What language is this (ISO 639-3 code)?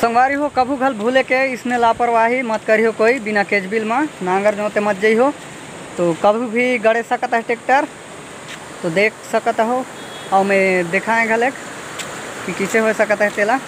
hne